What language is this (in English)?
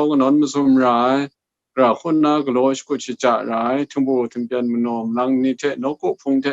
Kachin